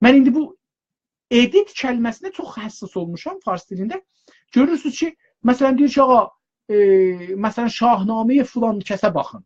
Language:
South Azerbaijani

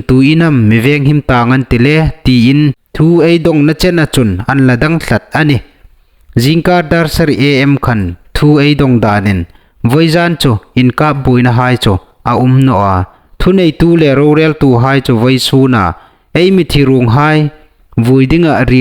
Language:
Hmar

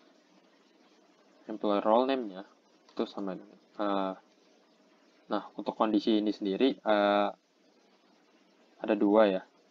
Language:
Indonesian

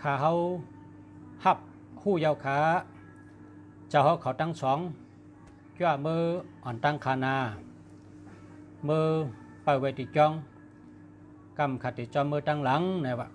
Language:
Shan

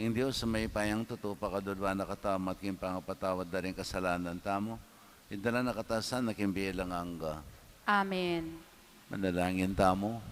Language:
Pampanga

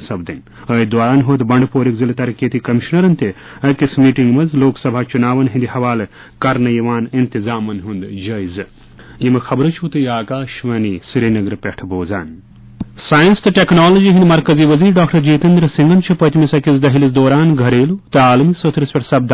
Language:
Kashmiri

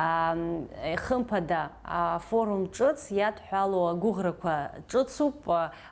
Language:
Abkhazian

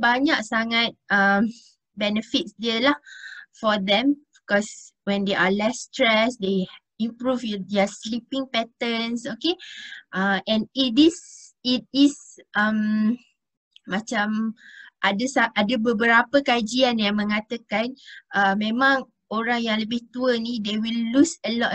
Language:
Malay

